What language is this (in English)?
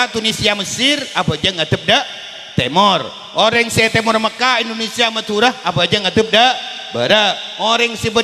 Madurese